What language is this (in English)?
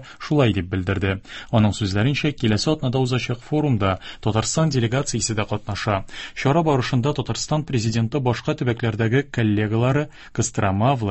Tatar